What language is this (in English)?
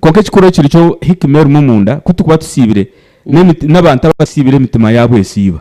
Nyankole